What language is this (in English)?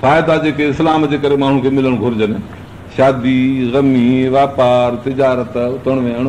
Sindhi